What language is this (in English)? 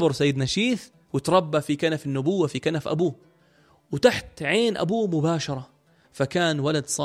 North Levantine Arabic